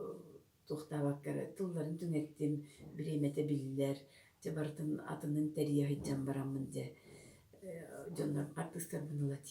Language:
Yakut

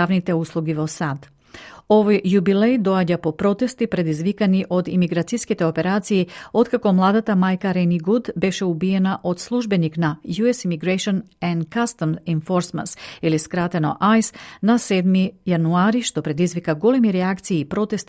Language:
Macedonian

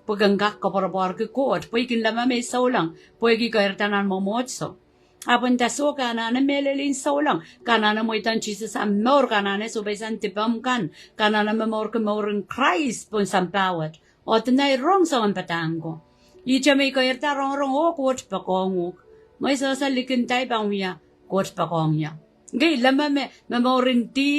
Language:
Pohnpeian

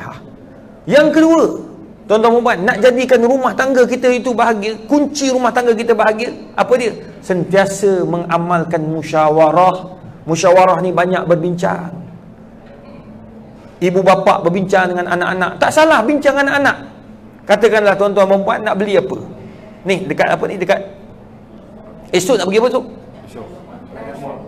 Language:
Malay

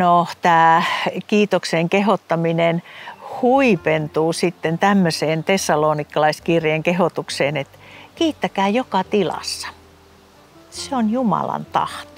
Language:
Finnish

